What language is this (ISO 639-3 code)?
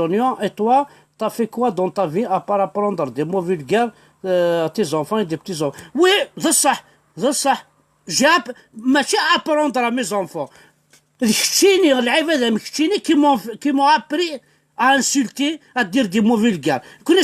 kab